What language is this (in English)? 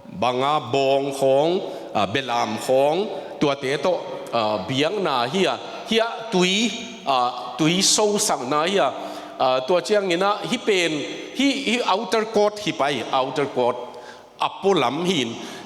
Tedim Chin